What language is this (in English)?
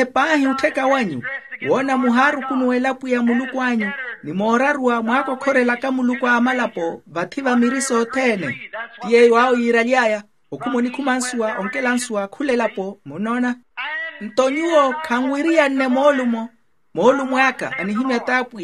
Makhuwa